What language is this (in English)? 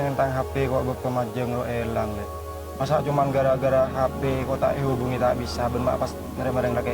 Madurese